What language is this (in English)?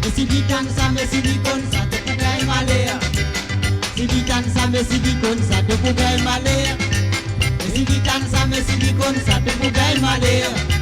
Morisyen